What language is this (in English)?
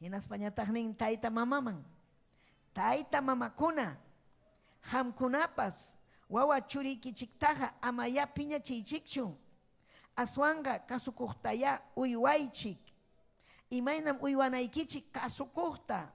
Ayacucho Quechua